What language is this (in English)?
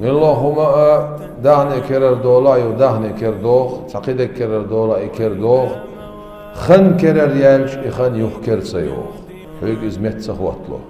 Chechen